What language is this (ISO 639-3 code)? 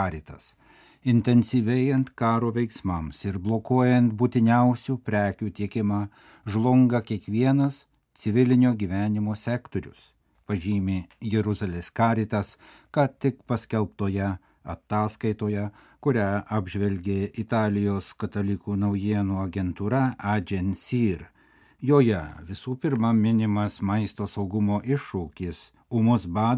lit